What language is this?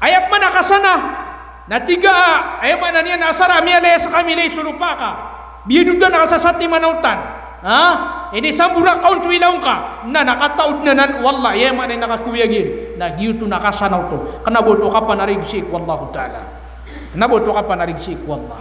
Maranao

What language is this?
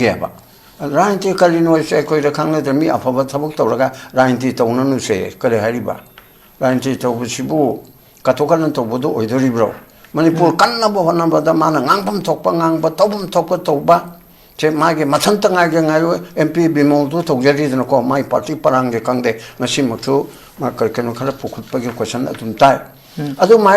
Manipuri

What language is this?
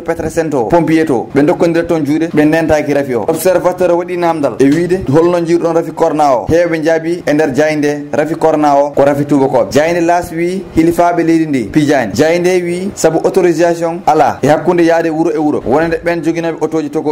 Fula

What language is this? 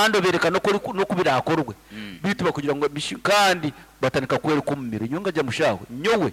Nyankole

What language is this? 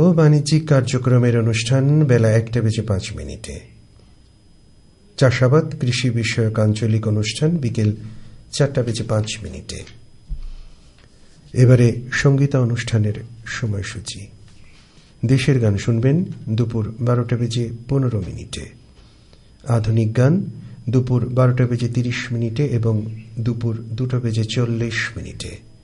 Bangla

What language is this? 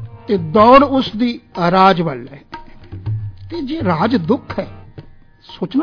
Punjabi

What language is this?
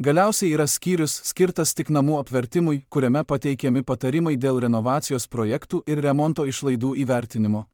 Lithuanian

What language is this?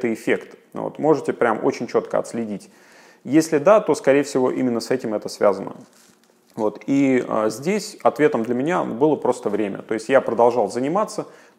Russian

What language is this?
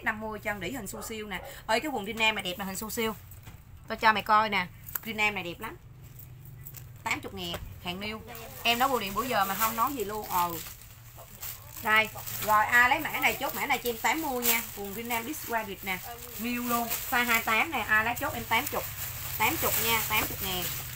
Vietnamese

